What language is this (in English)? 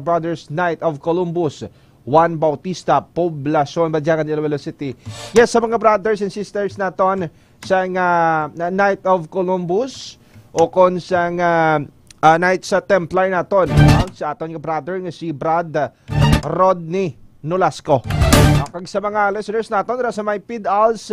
Hiligaynon